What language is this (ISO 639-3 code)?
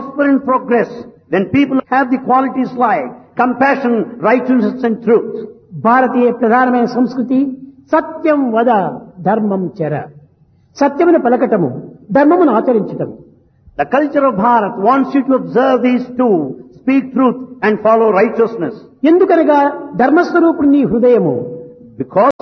tel